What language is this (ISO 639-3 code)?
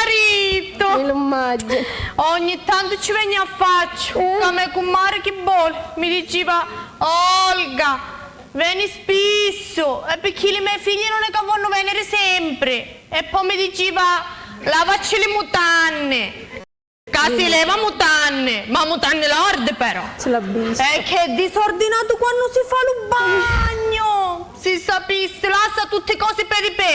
scn